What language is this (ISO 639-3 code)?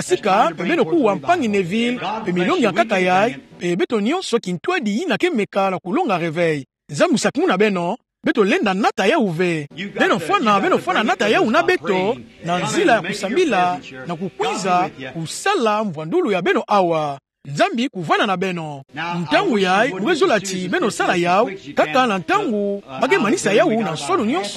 ktu